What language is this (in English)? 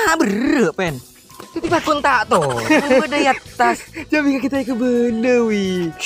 Madurese